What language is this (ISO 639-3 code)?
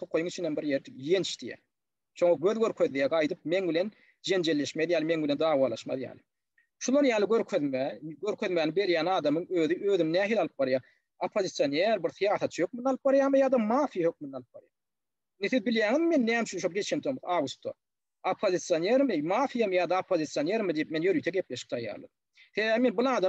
tuk